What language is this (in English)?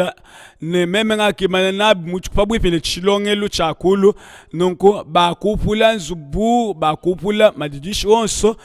Luba-Lulua